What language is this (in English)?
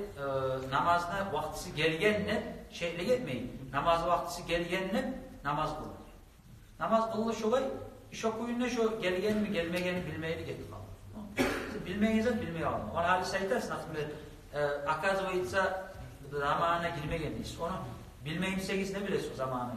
Kumyk